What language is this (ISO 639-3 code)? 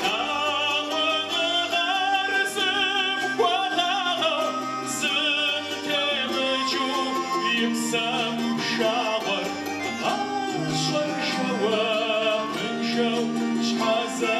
kbd